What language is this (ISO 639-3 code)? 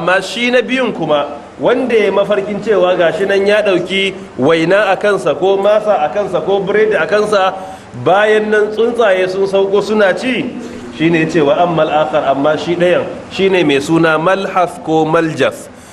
hau